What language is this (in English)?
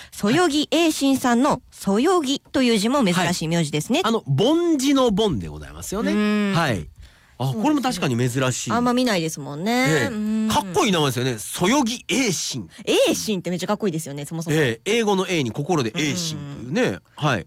Japanese